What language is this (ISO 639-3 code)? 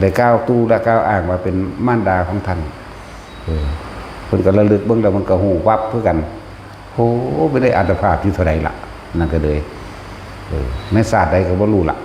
tts